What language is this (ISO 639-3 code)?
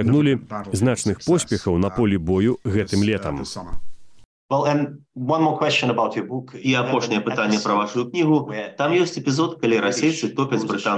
bel